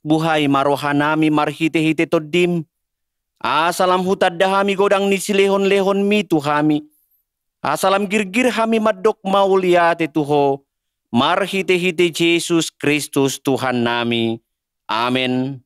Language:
Batak Toba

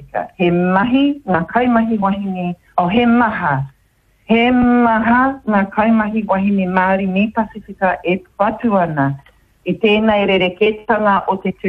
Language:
Māori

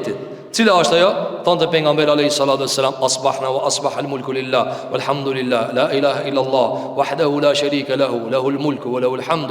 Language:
Albanian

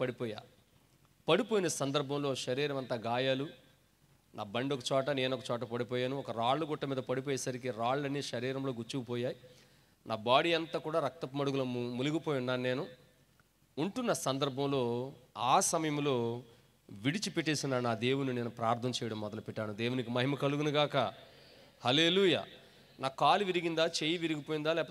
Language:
Telugu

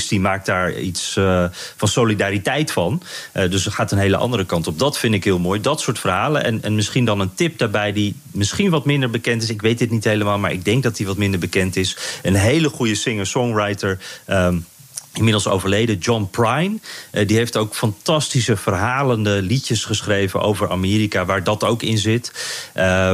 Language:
Dutch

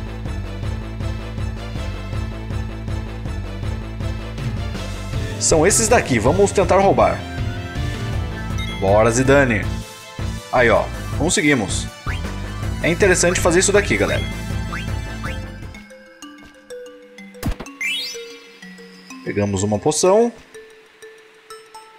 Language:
Portuguese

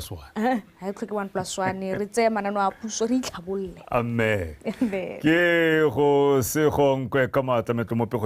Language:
Tswana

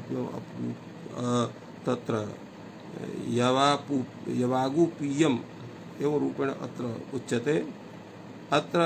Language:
Sanskrit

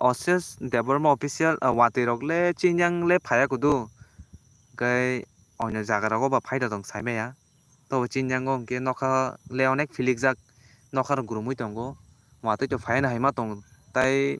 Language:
Kok Borok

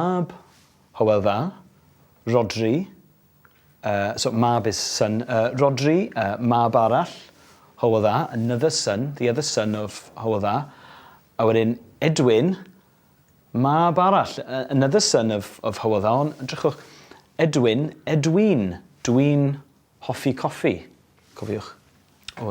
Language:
Welsh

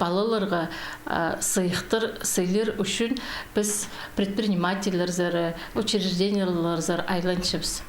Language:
Khakas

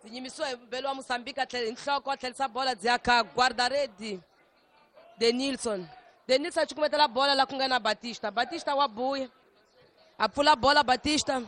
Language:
Tsonga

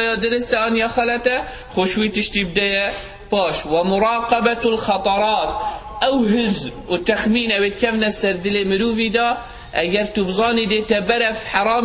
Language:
Kurdish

